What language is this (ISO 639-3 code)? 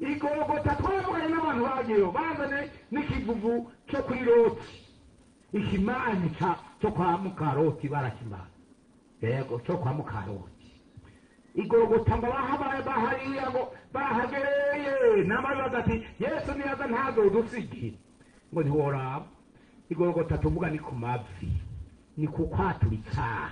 run